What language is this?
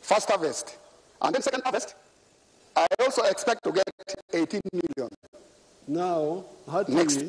Nyankole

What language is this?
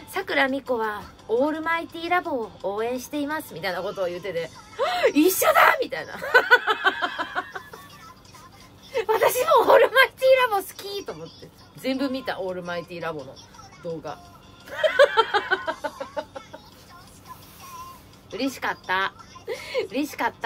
Japanese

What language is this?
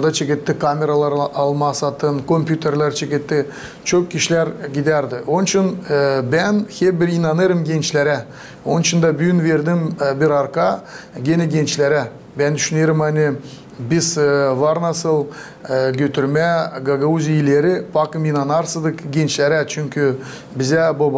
Gagauz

